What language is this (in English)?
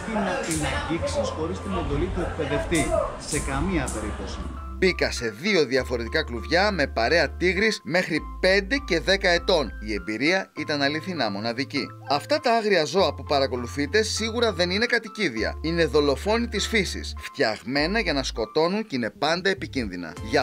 Greek